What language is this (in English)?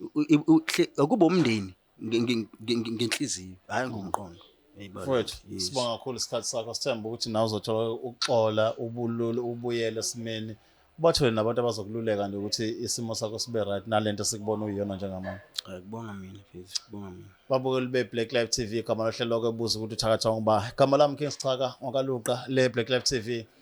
Zulu